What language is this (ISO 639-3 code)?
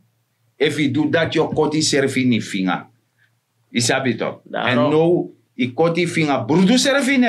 srn